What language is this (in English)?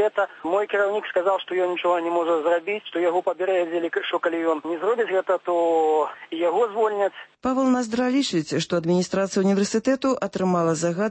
Belarusian